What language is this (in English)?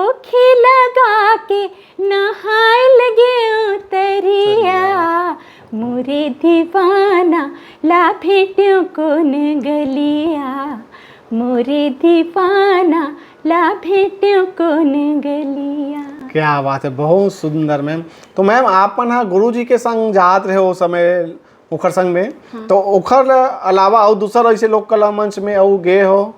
Chhattisgarhi